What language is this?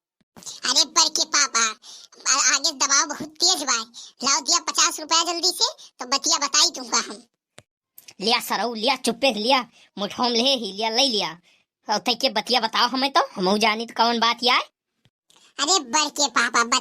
Awadhi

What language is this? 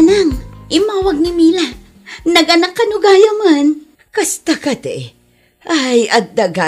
Iloko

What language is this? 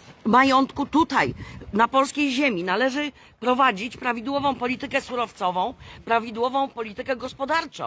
Polish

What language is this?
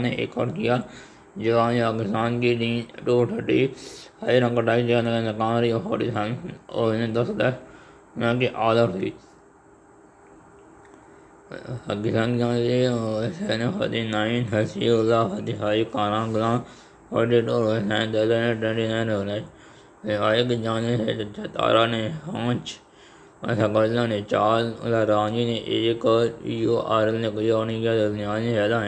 Urdu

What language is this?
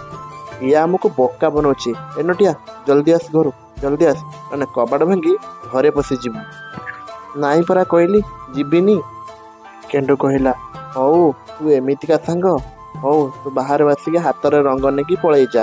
Odia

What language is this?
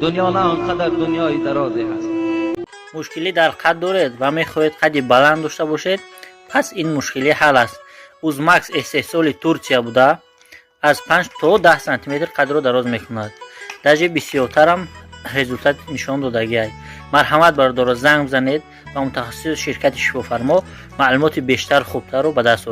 Tajik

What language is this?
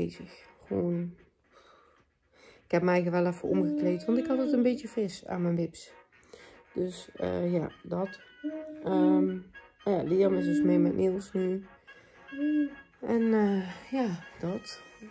Dutch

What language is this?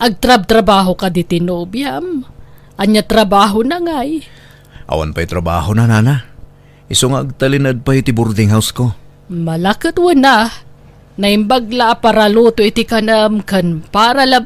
Iloko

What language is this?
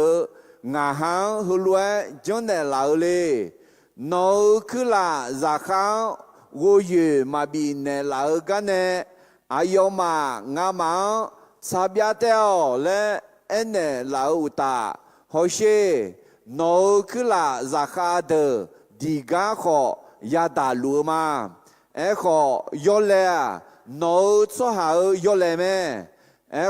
Akha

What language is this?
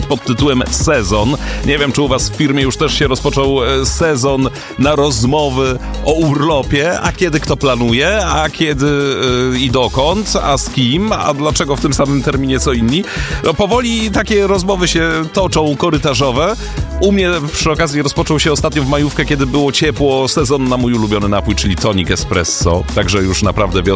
Polish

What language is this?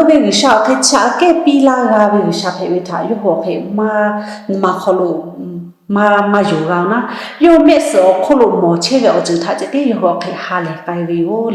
Lahu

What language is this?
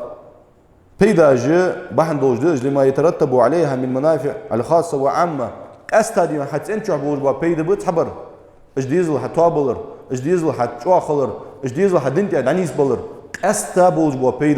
Ingush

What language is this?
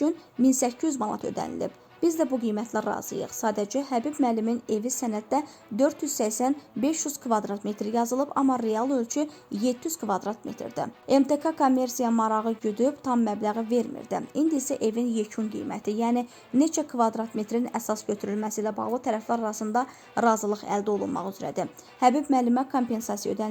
Azerbaijani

